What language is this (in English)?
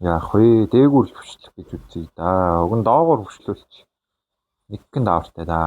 Mongolian